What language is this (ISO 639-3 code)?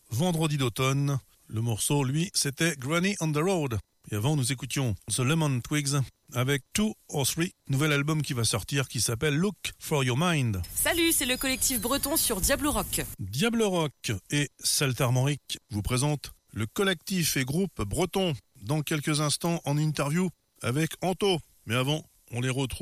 fra